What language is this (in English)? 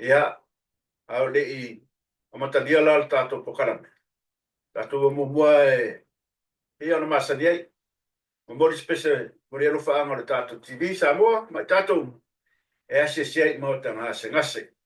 Samoan